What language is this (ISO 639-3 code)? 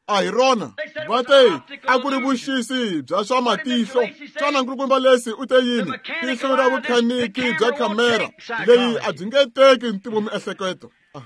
tso